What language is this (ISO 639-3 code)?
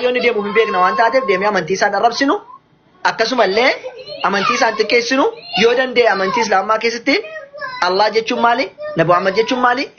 orm